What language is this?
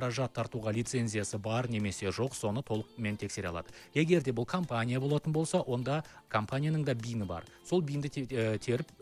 Kazakh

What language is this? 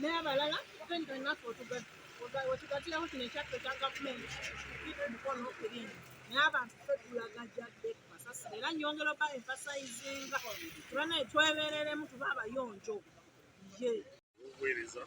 Ganda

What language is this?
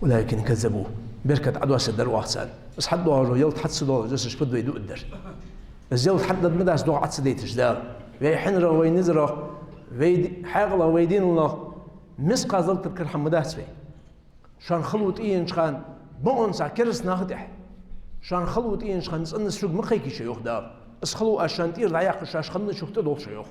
Ingush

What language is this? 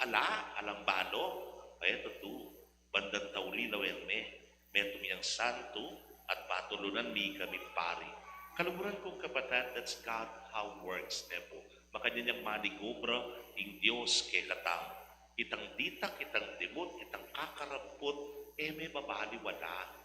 Pampanga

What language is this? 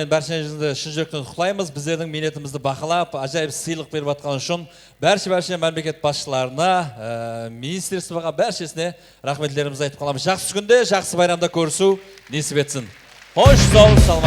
Kara-Kalpak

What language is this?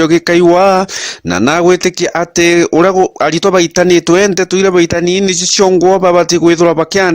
Meru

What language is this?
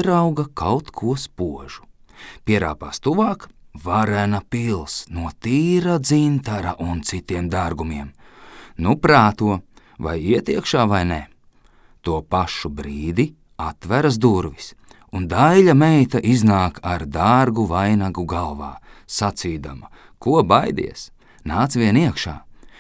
Latvian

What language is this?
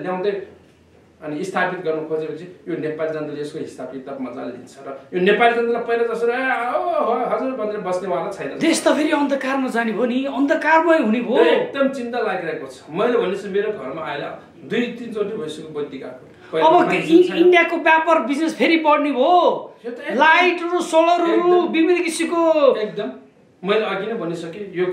Nepali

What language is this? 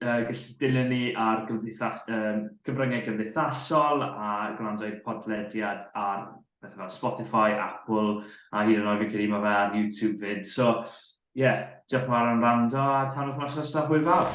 Welsh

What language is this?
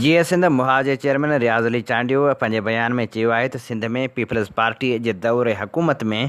Sindhi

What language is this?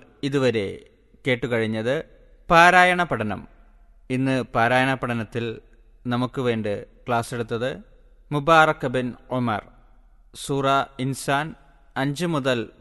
Malayalam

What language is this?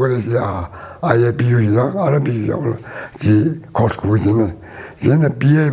Tangkhul Naga (India)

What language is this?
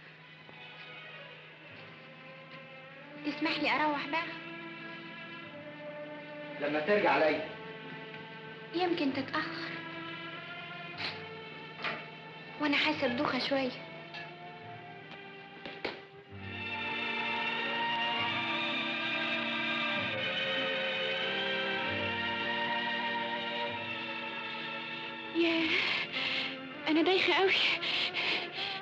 Egyptian Arabic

